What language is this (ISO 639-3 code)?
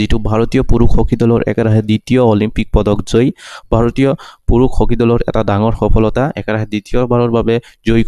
asm